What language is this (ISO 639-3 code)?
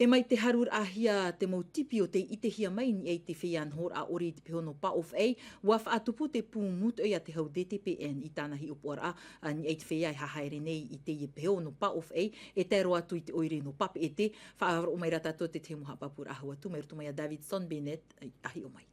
tah